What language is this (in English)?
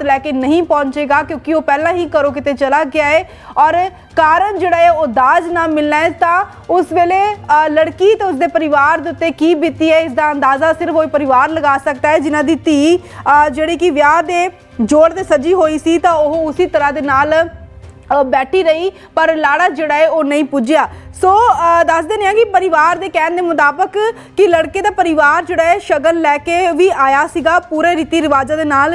Punjabi